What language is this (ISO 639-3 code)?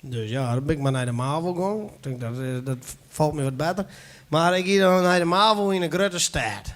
fry